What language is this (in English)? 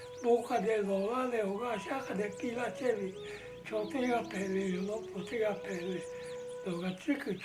Lahu